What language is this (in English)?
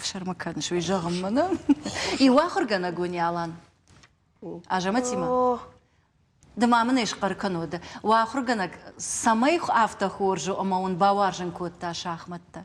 Ossetic